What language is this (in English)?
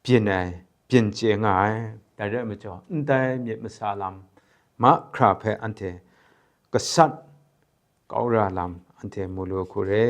Kachin